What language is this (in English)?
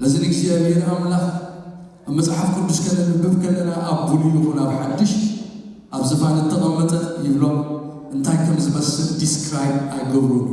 Tigrinya